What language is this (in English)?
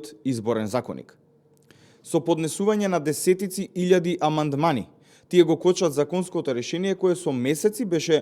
Macedonian